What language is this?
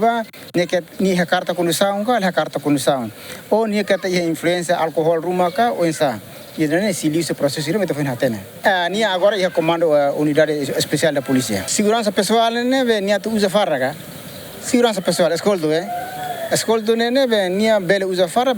Tetum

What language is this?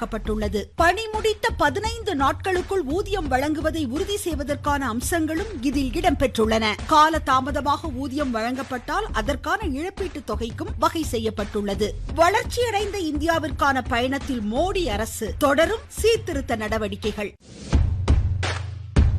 Tamil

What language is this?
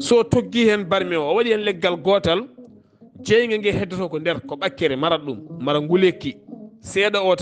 Fula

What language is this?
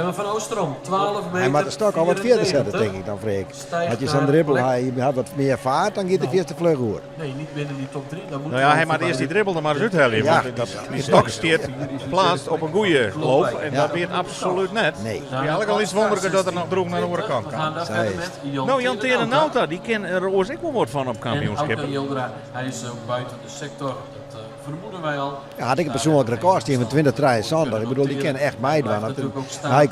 Western Frisian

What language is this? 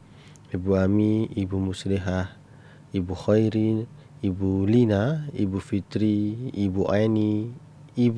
Indonesian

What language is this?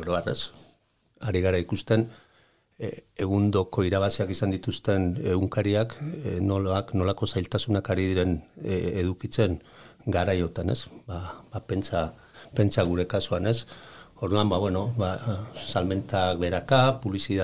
Basque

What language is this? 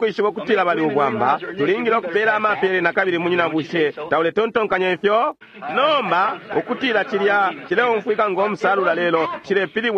Bemba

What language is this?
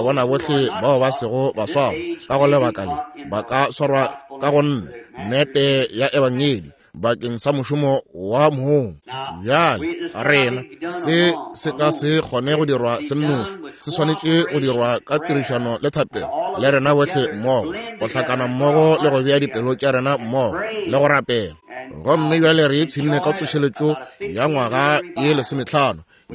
Northern Sotho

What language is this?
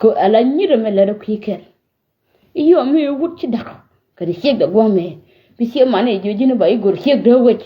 Nuer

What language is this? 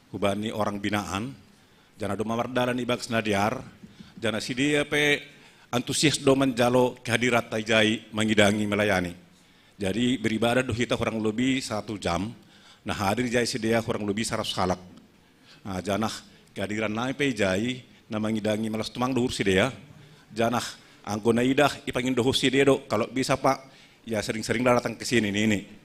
Batak Simalungun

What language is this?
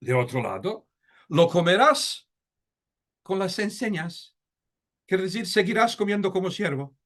Ladino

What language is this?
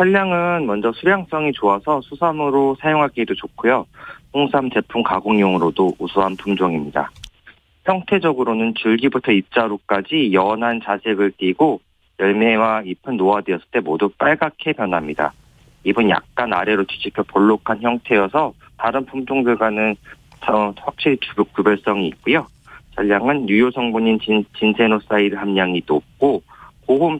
Korean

